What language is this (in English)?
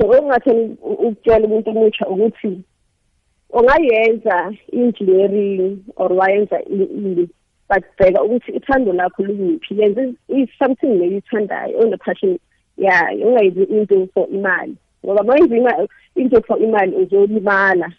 South Ndebele